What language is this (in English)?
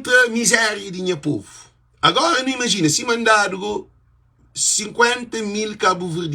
Kabuverdianu